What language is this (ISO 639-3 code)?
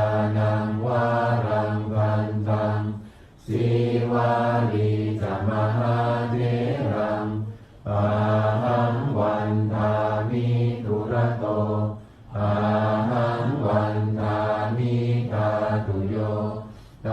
pli